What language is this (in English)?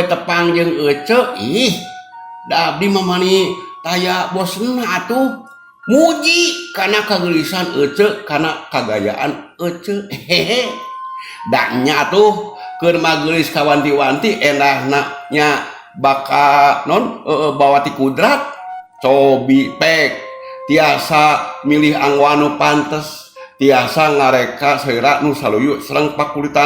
Sundanese